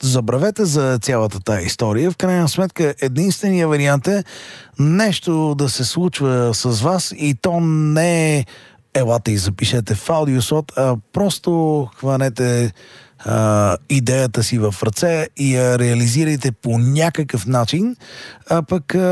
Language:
Bulgarian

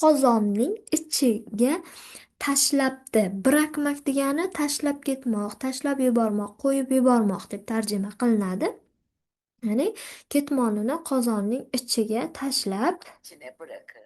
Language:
Uzbek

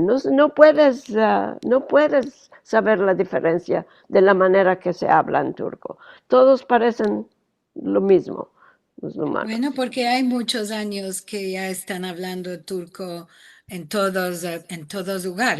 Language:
Ladino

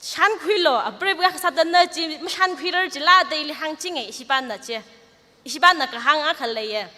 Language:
Tangkhul Naga (India)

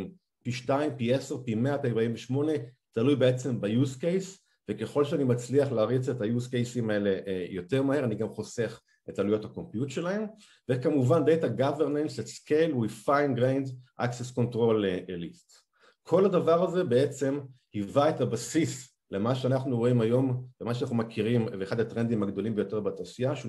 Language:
Hebrew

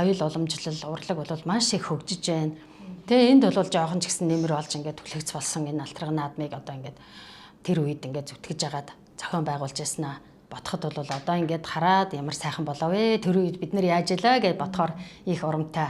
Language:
Mongolian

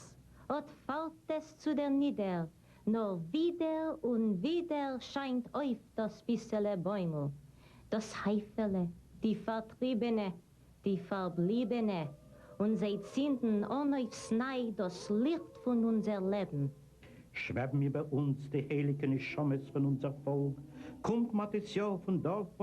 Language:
Yiddish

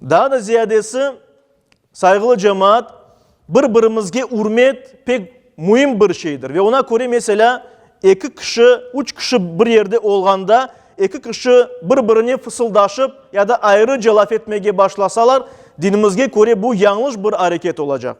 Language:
Crimean Tatar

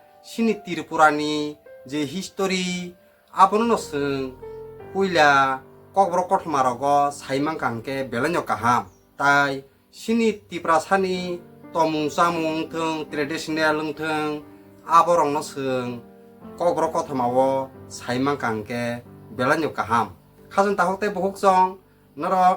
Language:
Kok Borok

